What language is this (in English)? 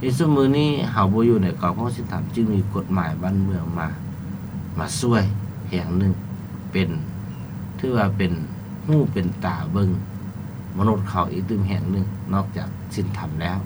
Lao